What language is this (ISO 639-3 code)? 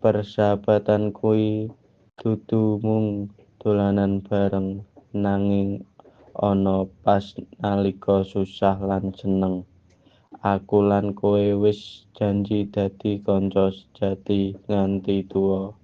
jav